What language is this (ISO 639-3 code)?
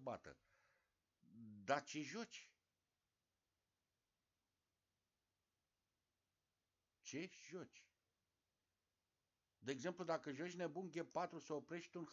ron